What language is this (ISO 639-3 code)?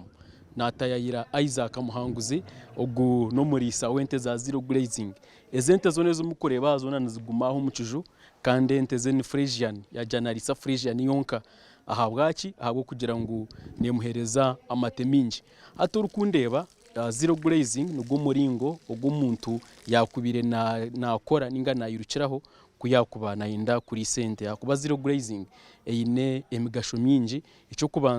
nyn